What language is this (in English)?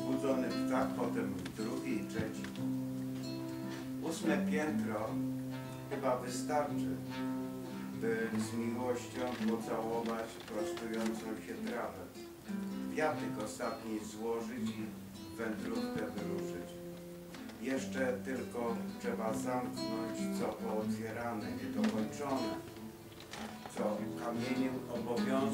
Polish